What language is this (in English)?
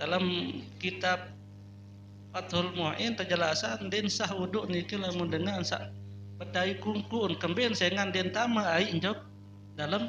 Sasak